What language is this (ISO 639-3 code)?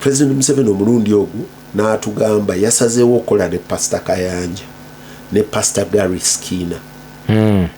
lug